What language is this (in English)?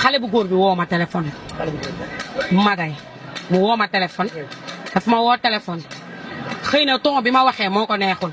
Wolof